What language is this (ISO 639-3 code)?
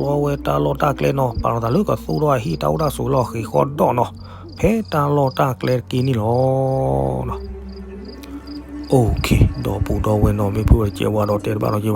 ksw